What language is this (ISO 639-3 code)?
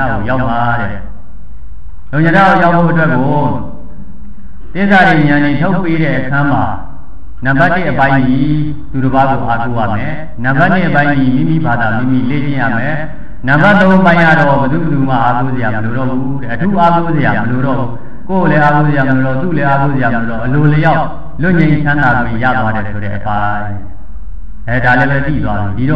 mya